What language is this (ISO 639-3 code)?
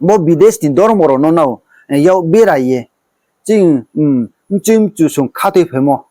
ria